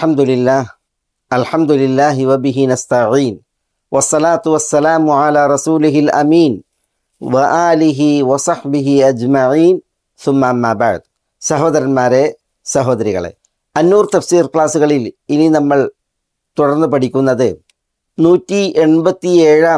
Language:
Malayalam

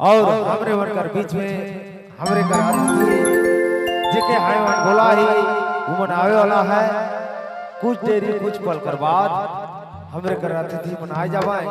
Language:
Sadri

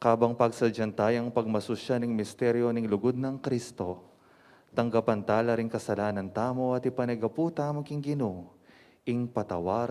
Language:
Pampanga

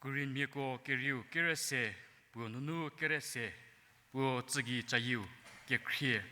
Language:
Angami Naga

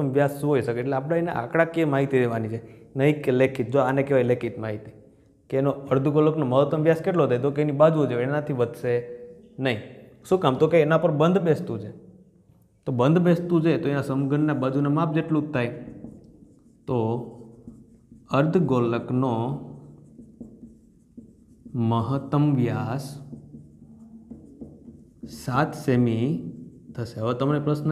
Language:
Gujarati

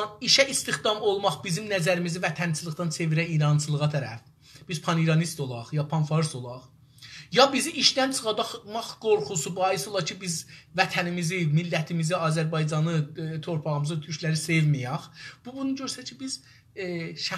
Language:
South Azerbaijani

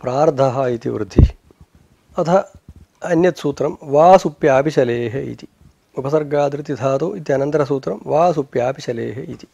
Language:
Sanskrit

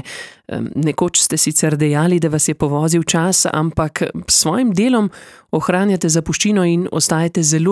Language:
Slovenian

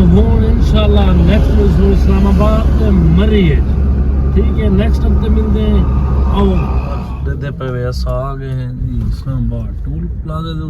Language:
Saraiki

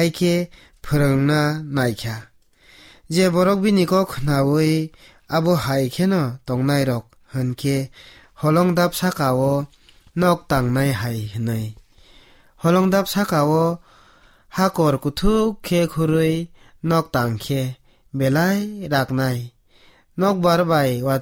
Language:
Kok Borok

